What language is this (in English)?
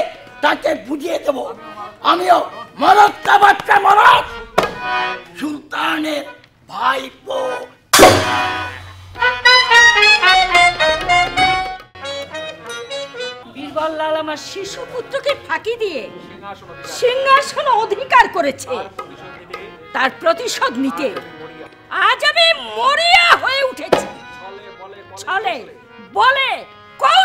Bangla